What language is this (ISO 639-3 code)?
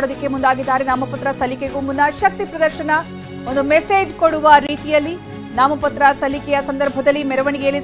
kan